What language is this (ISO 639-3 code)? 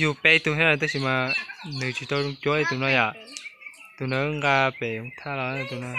hmn